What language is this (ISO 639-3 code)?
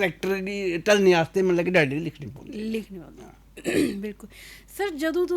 doi